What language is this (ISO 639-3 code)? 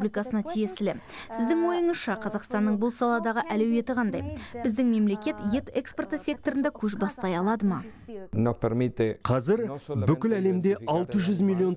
kaz